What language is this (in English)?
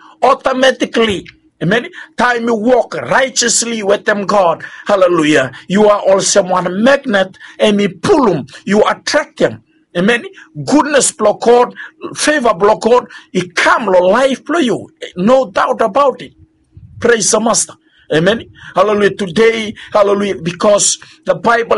Bislama